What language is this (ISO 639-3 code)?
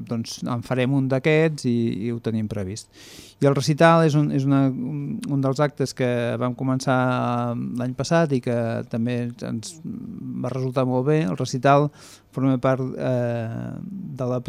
cat